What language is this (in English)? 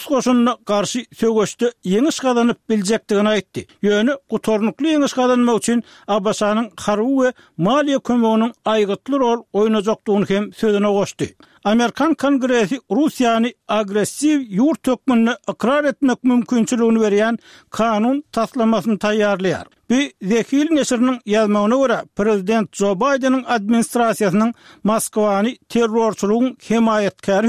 Turkmen